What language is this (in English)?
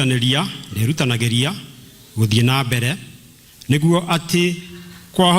Kikuyu